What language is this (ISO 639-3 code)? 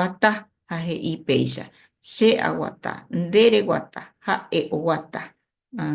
grn